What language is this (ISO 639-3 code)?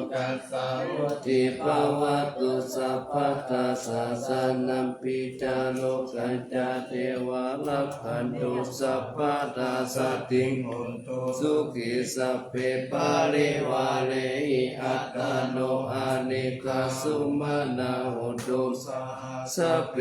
pli